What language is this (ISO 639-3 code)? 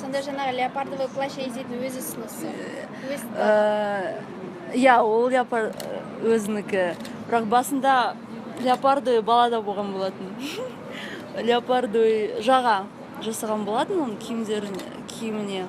kaz